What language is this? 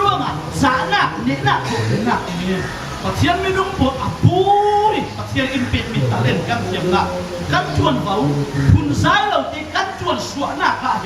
Falam Chin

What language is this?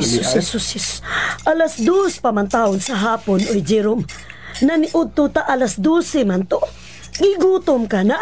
Cebuano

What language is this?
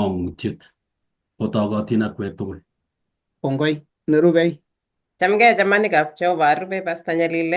Kalenjin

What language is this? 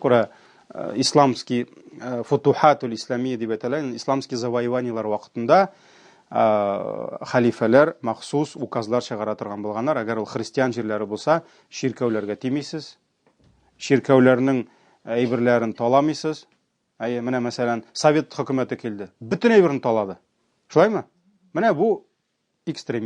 Tatar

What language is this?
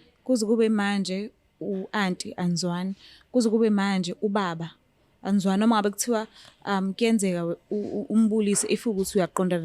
Zulu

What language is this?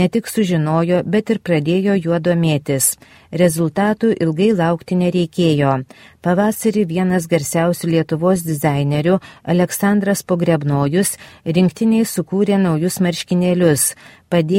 Lithuanian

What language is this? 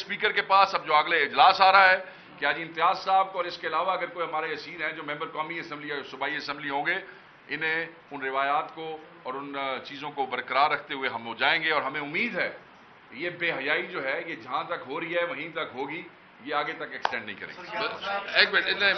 Urdu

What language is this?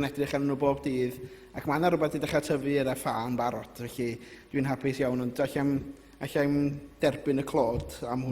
Welsh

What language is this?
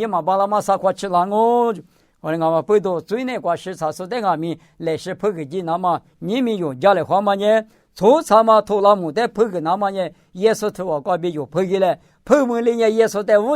Lisu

